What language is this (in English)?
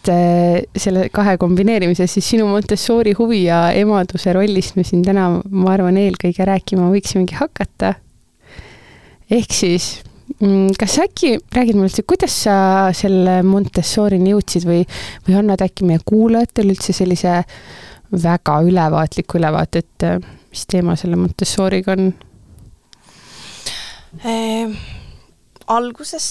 Estonian